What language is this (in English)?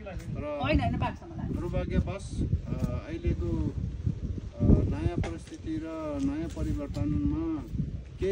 Nepali